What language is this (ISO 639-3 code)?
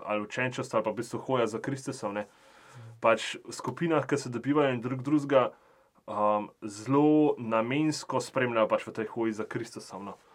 slv